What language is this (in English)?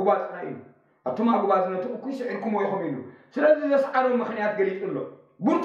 Tigrinya